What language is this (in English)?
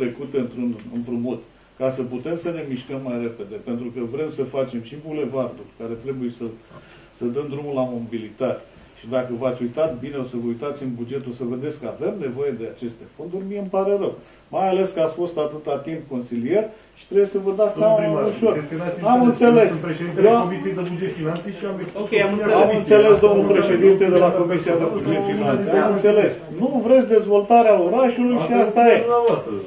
Romanian